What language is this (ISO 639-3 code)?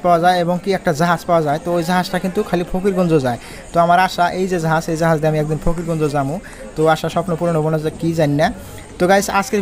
ben